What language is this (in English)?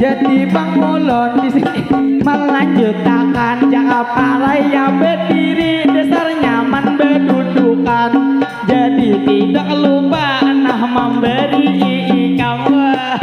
Banjar